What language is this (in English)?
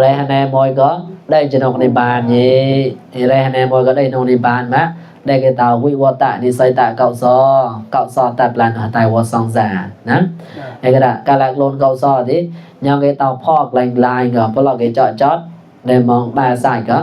Mon